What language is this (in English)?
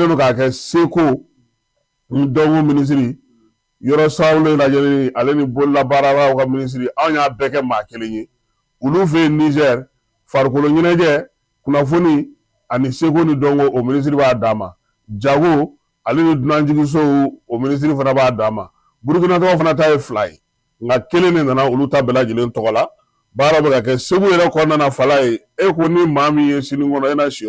Bambara